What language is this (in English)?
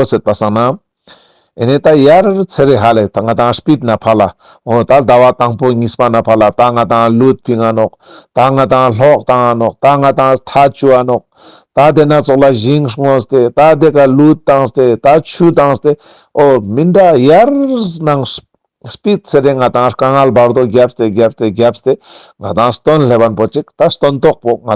Ladakhi